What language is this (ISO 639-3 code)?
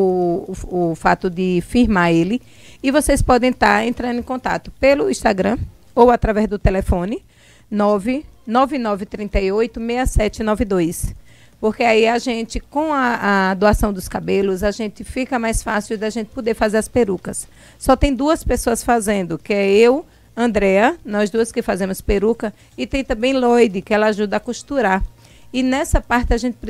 por